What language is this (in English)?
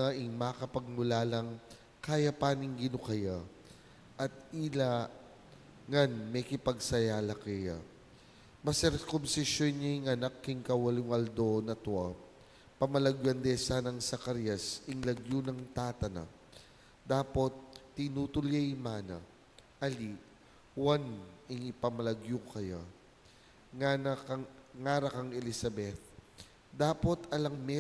Pampanga